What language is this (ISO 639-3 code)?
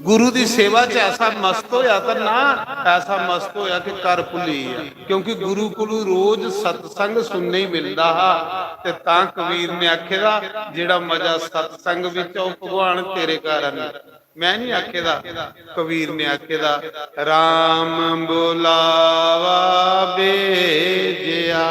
doi